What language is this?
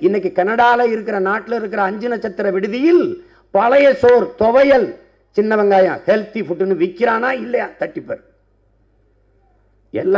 Tamil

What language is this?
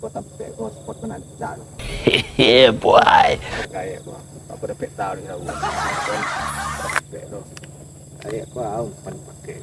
Minangkabau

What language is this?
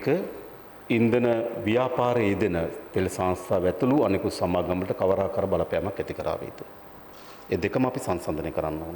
Sinhala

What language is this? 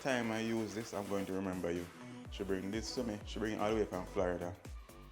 Jamaican Creole English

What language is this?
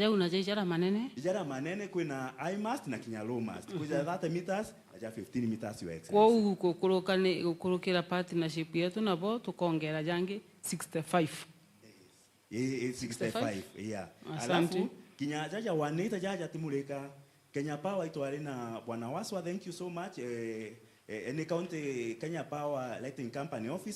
Meru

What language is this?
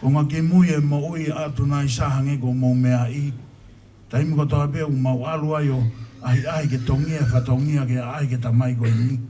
Tongan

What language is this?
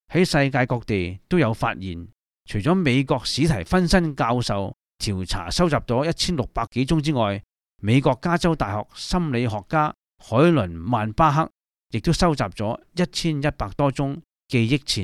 Cantonese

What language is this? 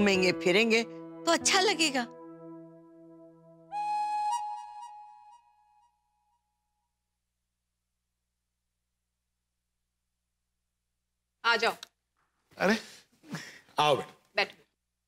Hindi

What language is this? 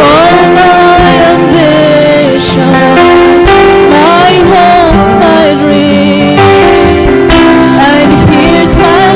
Waray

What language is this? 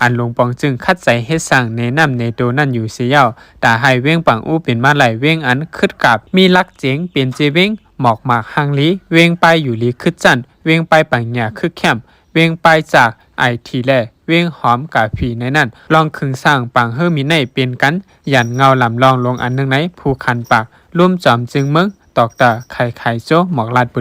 Shan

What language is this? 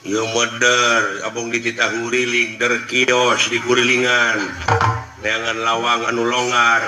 Sundanese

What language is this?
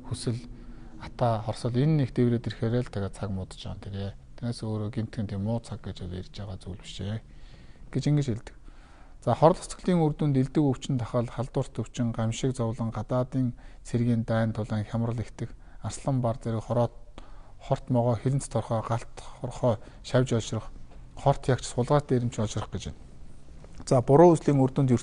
Mongolian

